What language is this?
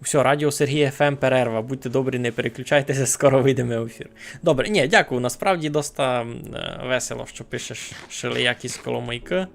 Rusyn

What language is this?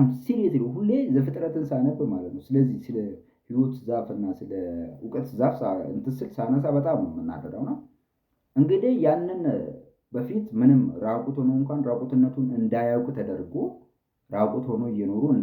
Amharic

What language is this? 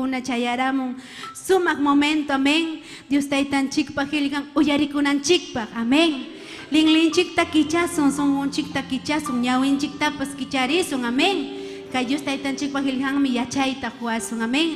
Ayacucho Quechua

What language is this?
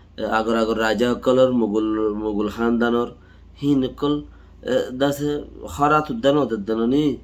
Rohingya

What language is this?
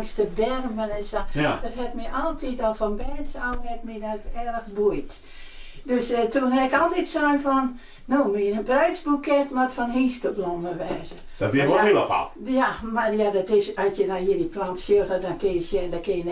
Western Frisian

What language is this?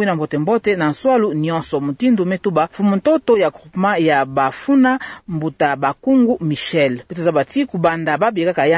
Kituba (Democratic Republic of Congo)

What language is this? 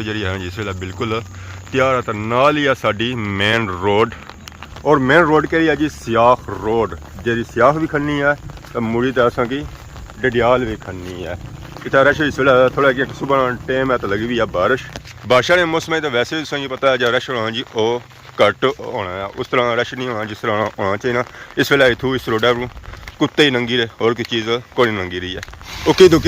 Pahari-Potwari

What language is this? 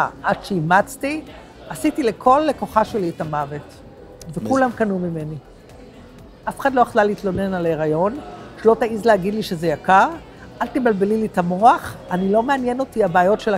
Hebrew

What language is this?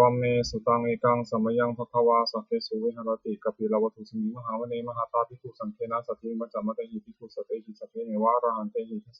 Pali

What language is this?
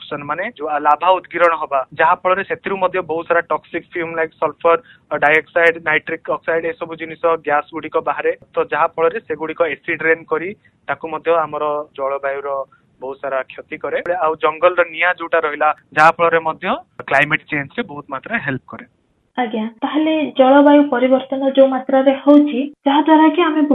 Odia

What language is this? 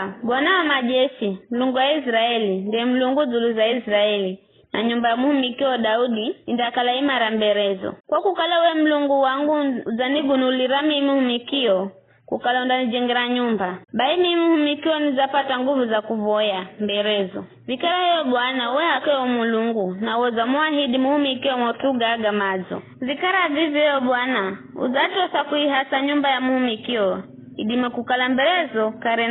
Giryama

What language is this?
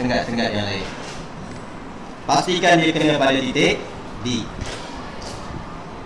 Malay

